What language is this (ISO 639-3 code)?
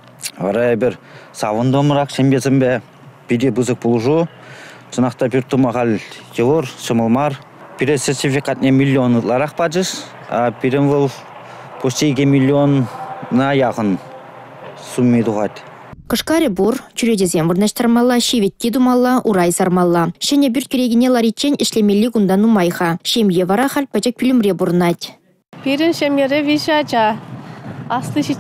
chv